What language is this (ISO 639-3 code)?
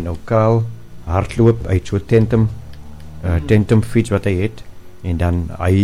afr